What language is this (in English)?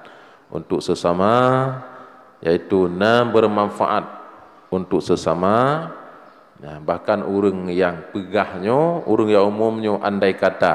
Achinese